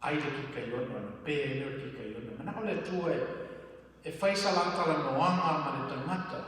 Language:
Samoan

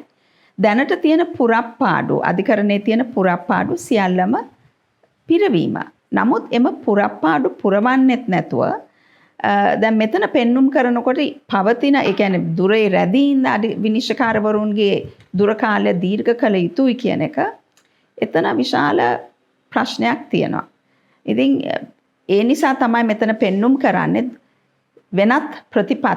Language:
Sinhala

